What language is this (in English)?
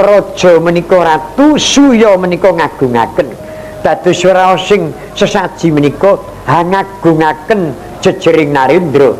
Javanese